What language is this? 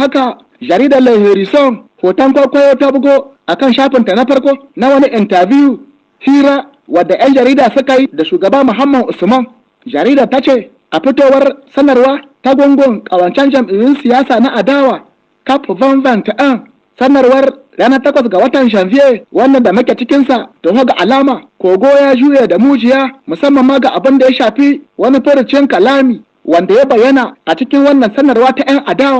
Hausa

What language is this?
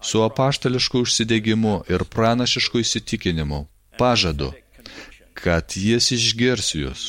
Lithuanian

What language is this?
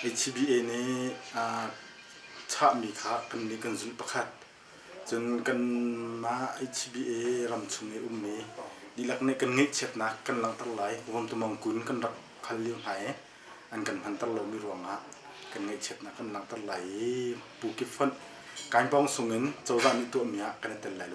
Hakha Chin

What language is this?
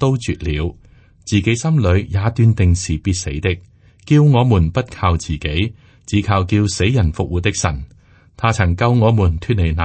Cantonese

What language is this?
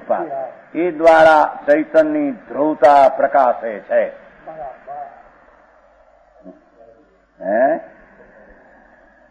Gujarati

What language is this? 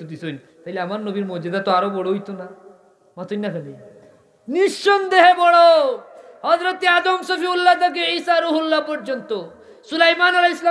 Sylheti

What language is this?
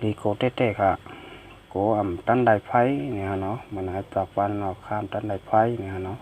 Shan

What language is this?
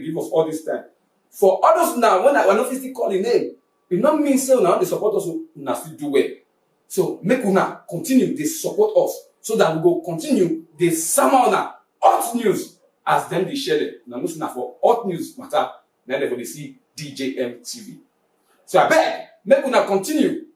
Nigerian Pidgin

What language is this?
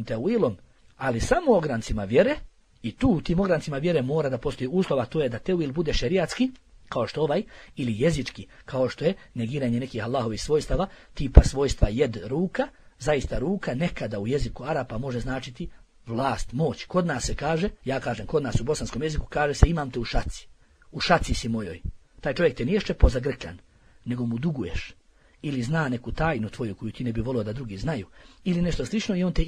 Bosnian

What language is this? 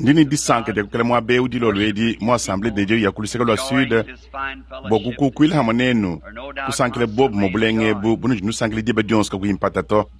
Luba-Lulua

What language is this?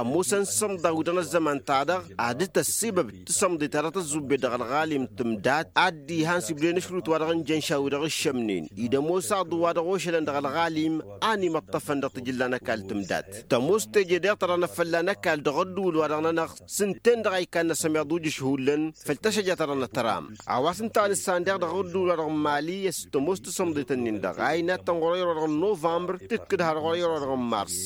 Tamasheq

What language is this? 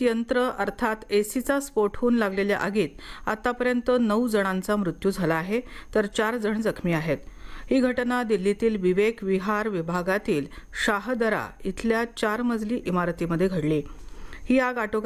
Marathi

